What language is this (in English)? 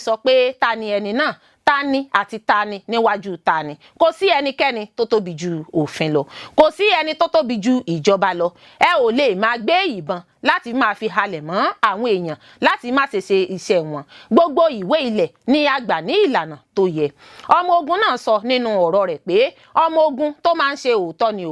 Yoruba